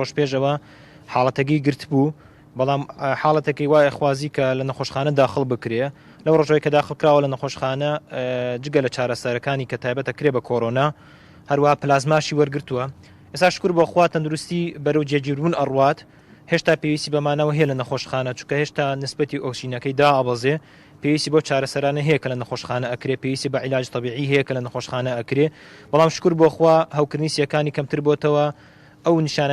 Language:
Central Kurdish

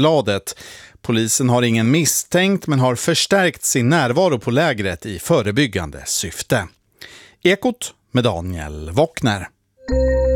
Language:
Swedish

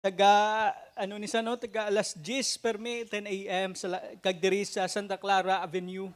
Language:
Hiligaynon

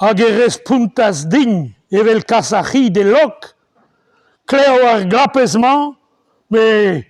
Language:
Breton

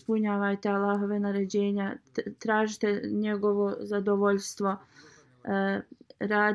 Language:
Bosnian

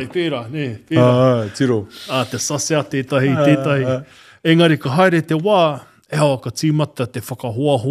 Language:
Māori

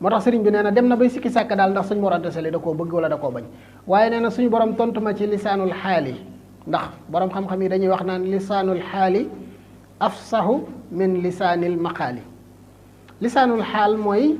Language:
Wolof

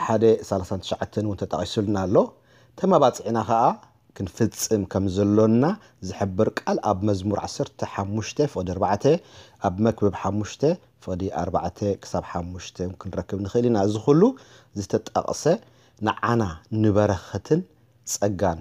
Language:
Tigrinya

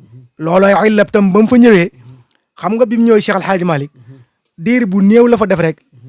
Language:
Wolof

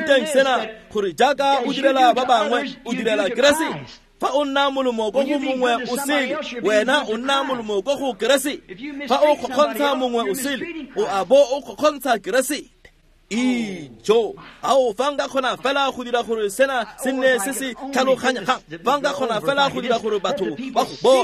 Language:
Tswana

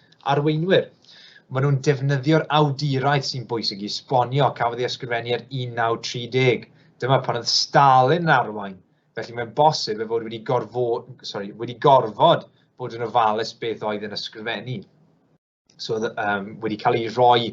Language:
Welsh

